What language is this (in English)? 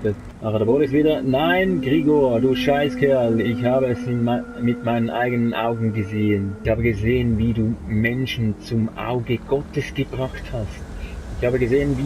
Swiss German